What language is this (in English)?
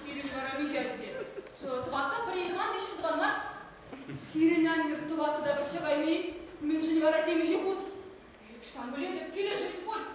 Chuvash